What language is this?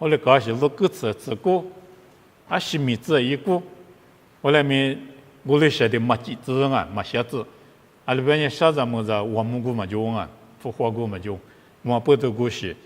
Lisu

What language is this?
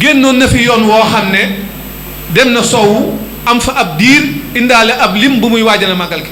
Wolof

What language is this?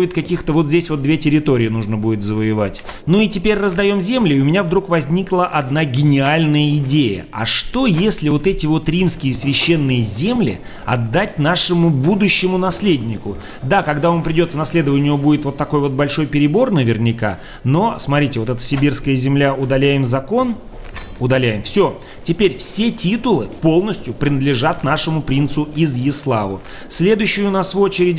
Russian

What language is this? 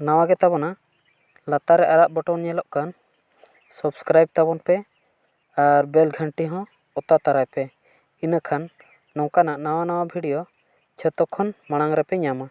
Santali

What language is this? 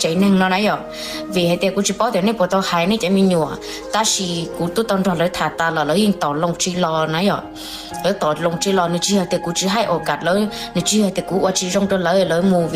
Hmong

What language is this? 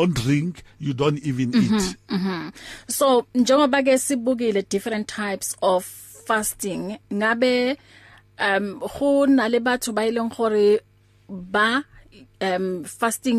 English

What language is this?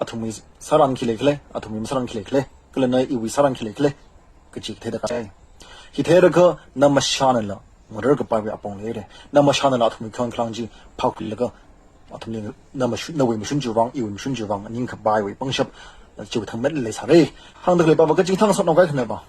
Tangkhul Naga (India)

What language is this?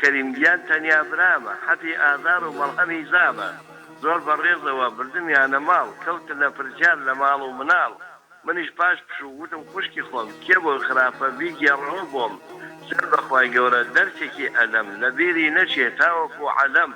Central Kurdish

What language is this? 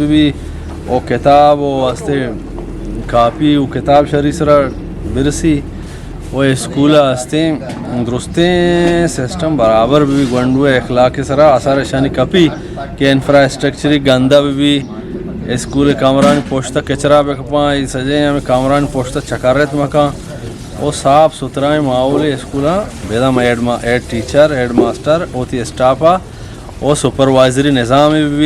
Eastern Balochi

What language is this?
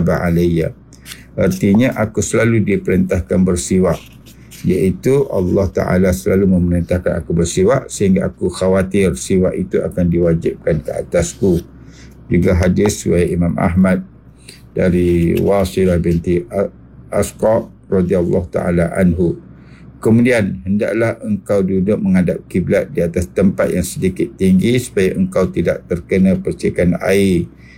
Malay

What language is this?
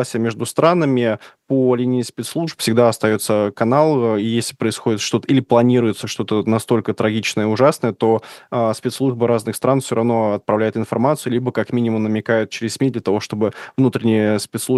Russian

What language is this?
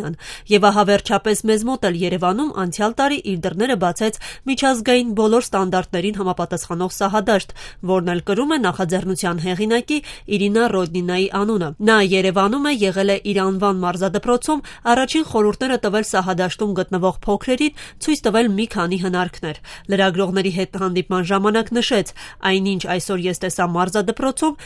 Armenian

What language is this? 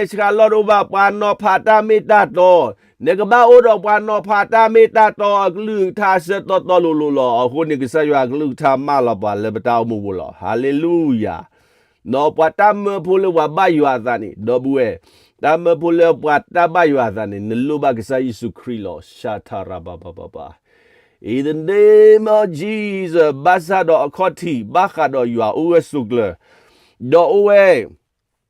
S'gaw Karen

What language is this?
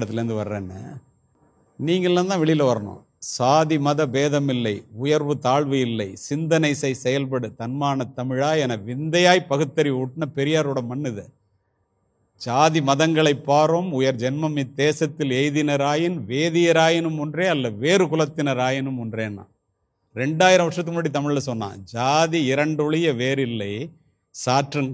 Tamil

